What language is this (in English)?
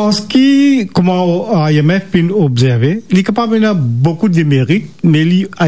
Morisyen